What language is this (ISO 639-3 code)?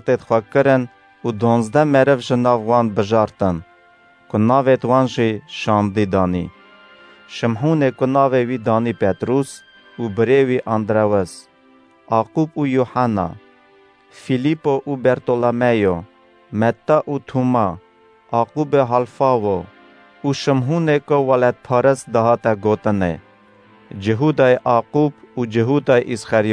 kur